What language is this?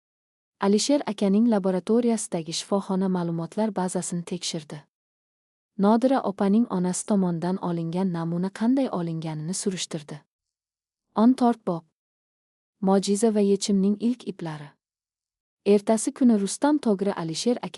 Uzbek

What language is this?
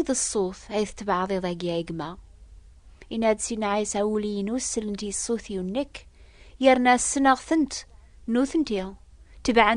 Kabyle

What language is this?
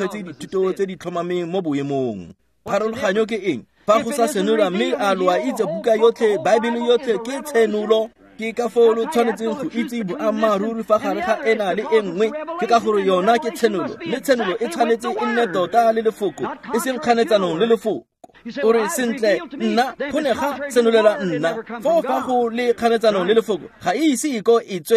Tswana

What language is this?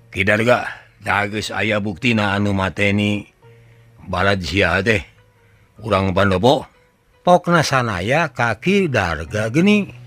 Sundanese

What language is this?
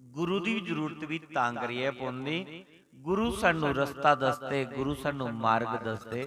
Dogri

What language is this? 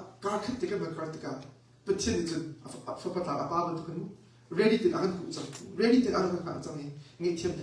Hakha Chin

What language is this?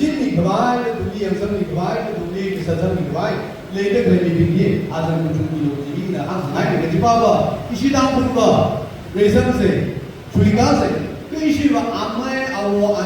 Tangkhul Naga (India)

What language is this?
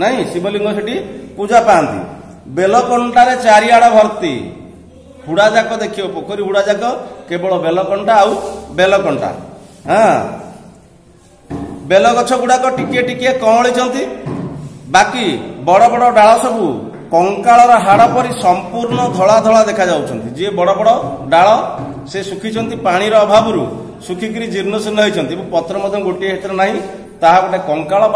Odia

